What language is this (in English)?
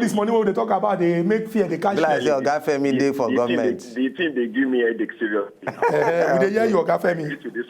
Nigerian Pidgin